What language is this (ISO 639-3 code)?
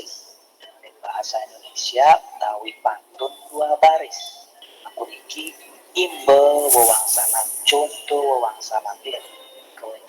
ban